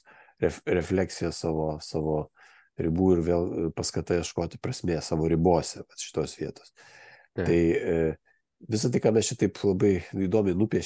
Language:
Lithuanian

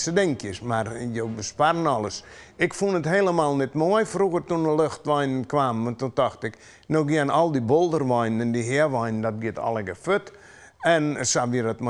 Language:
Western Frisian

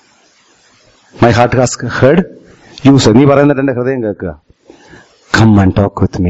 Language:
Malayalam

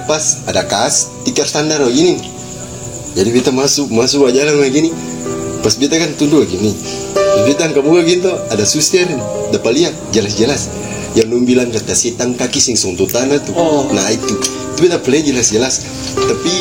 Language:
Ambonese Malay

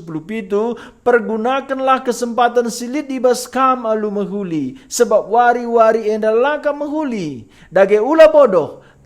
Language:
Batak Karo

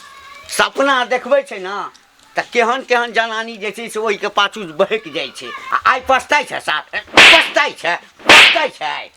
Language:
Maithili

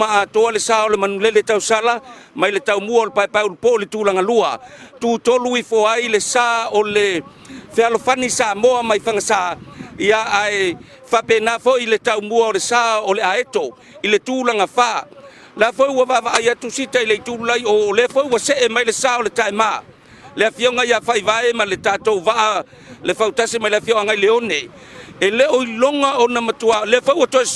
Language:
Samoan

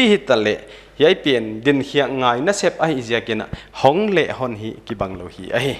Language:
Paite Chin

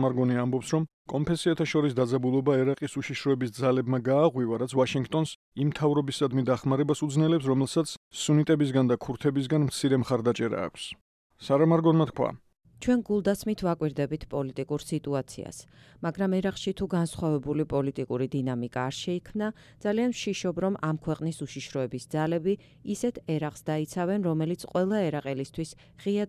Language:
Georgian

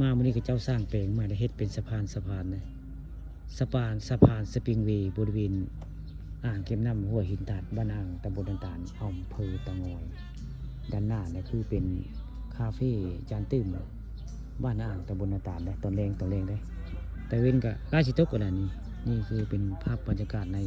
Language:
Northeastern Thai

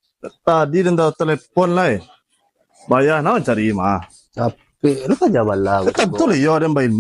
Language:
Minangkabau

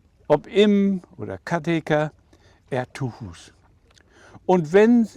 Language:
Low German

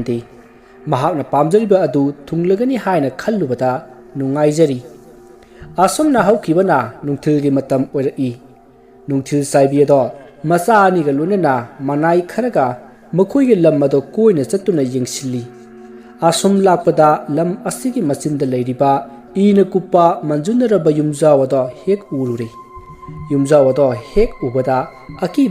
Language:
Manipuri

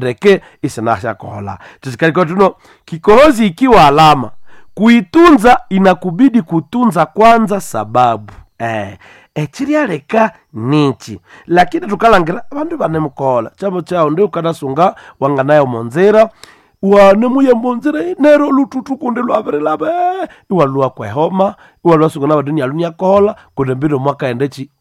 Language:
Nande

